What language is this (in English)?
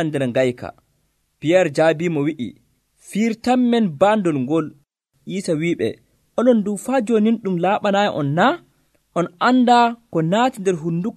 Nigerian Fulfulde